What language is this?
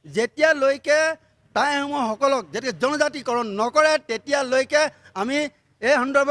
Assamese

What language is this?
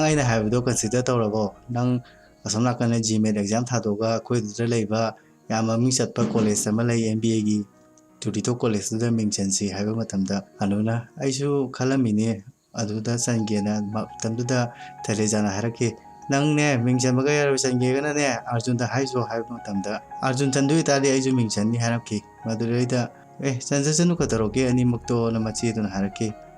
Manipuri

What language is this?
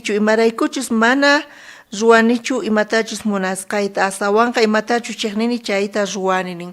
South Bolivian Quechua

